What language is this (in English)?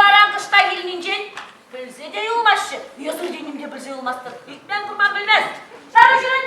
Chuvash